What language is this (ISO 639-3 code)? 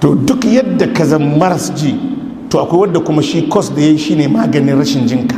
hau